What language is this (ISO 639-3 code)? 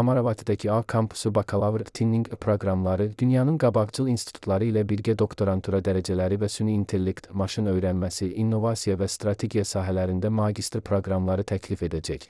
aze